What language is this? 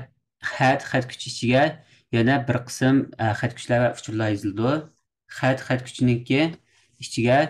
Uyghur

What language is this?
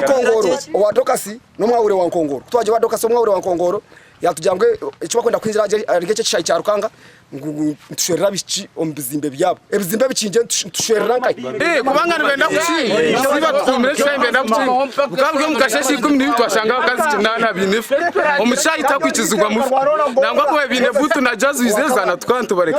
Nyankole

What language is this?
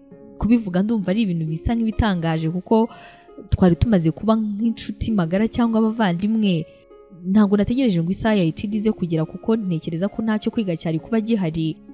Kinyarwanda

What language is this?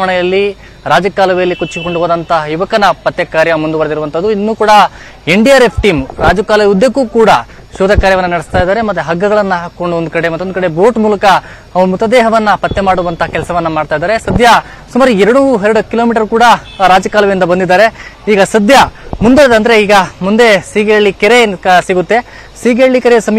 Kannada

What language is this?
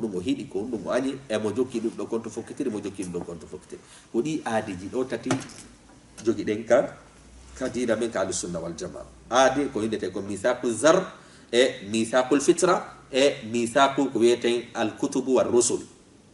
Fula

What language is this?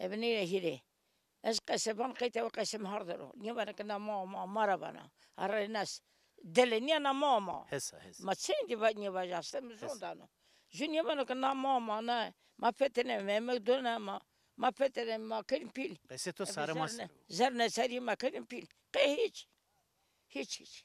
Zaza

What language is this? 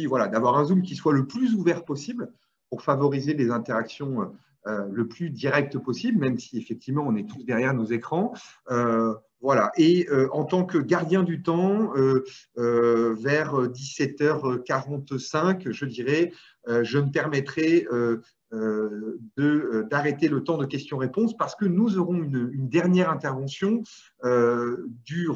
French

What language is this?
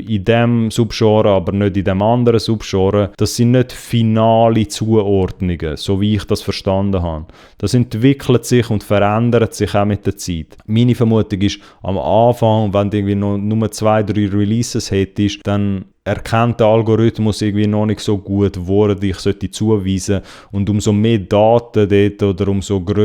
Swiss German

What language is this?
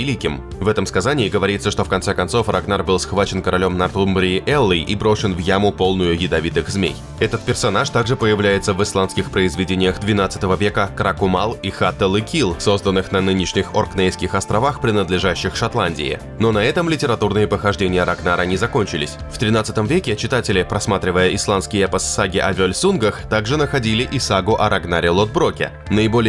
Russian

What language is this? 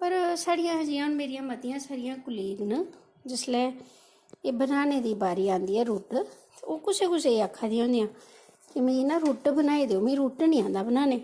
Dogri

